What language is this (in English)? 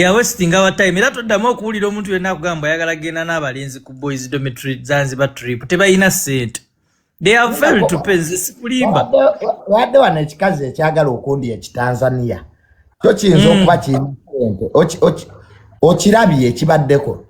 Ganda